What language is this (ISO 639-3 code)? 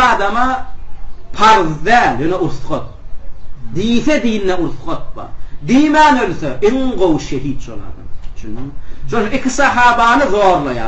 tuk